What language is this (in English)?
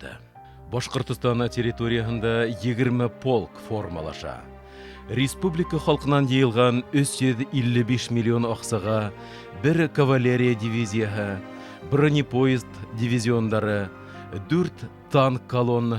Bashkir